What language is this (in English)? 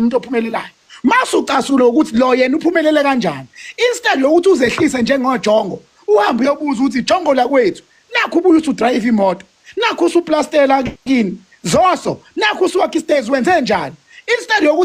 Zulu